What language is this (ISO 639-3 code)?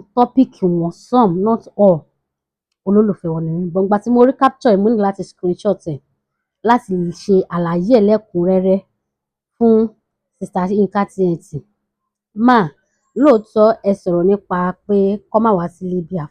yor